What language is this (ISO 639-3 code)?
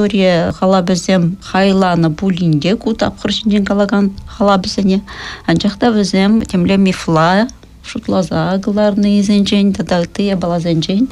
chv